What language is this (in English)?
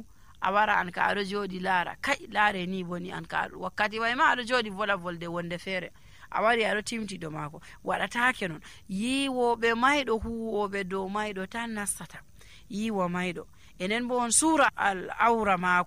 Nigerian Fulfulde